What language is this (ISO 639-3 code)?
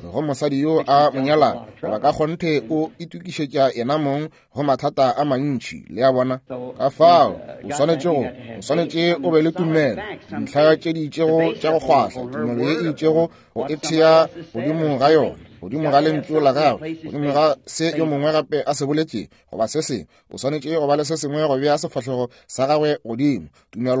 nso